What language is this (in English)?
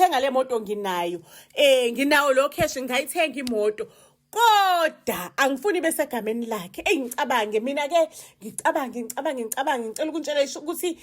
Zulu